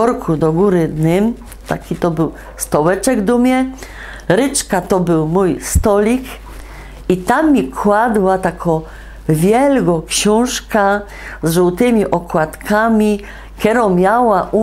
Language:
Silesian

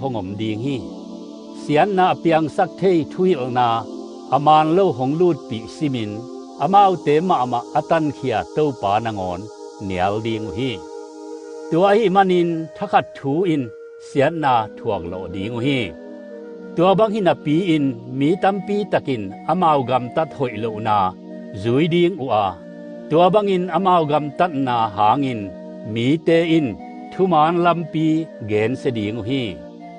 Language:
Tedim Chin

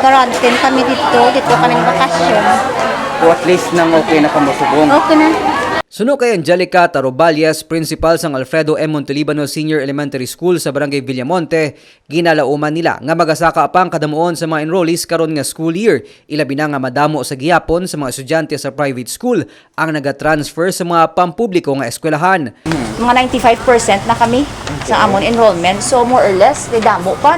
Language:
Hiligaynon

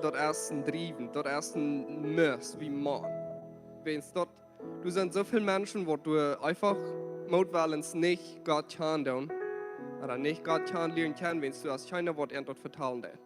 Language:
Plautdietsch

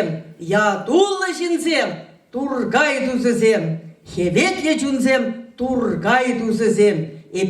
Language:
Chuvash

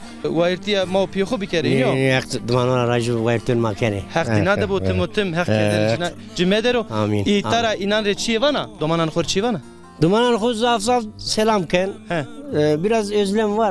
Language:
Zaza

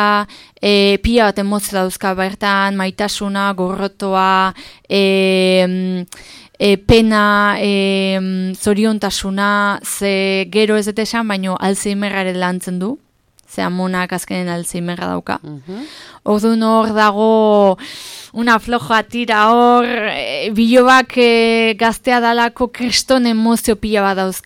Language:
Basque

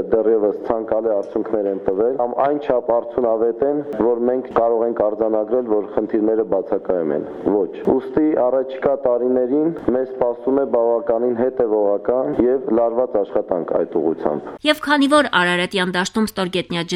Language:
Armenian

